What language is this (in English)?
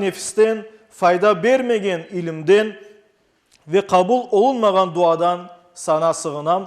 Crimean Tatar